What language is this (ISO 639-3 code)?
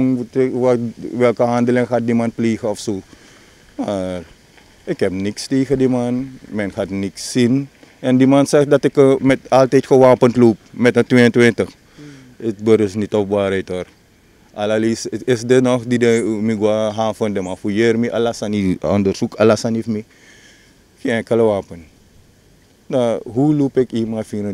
nld